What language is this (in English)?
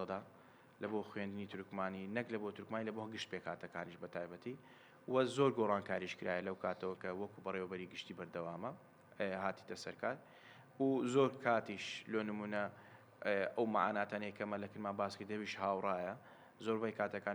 Central Kurdish